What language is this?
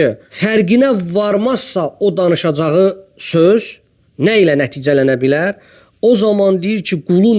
Azerbaijani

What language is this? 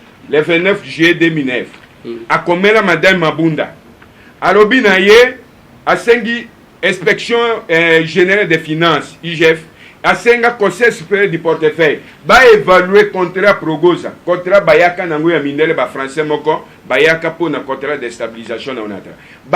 Lingala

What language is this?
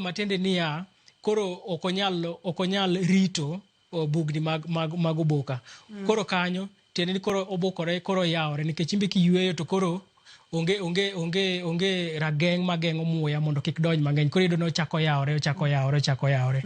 Luo (Kenya and Tanzania)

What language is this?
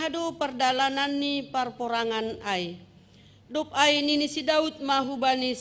Batak Simalungun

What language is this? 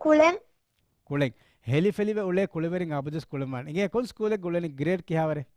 Divehi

